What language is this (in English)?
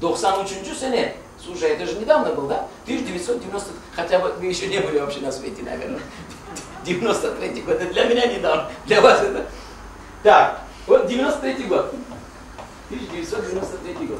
Crimean Tatar